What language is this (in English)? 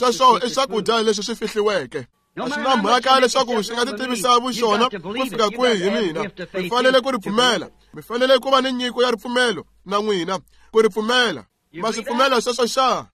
Tsonga